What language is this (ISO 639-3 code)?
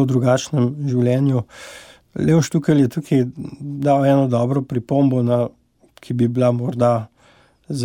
slv